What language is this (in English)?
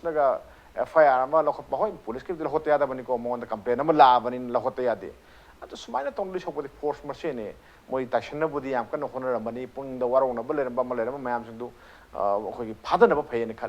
Manipuri